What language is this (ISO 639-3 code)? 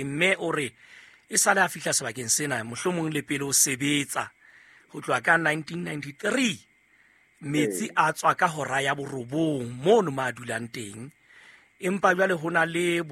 sot